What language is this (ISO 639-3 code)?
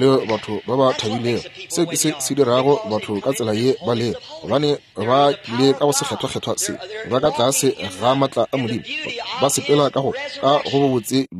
nso